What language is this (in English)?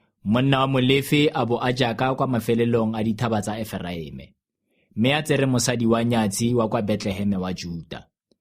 Tswana